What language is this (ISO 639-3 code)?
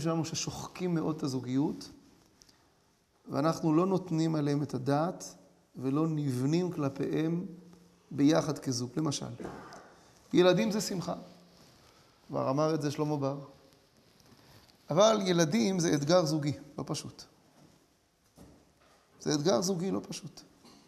heb